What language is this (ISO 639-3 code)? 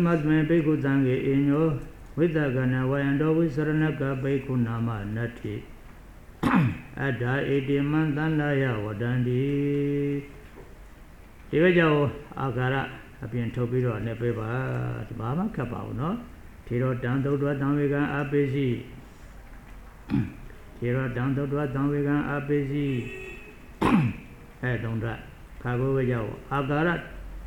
mya